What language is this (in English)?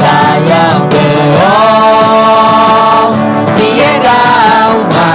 Akha